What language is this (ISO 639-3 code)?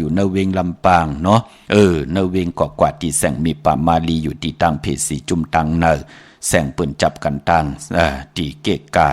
shn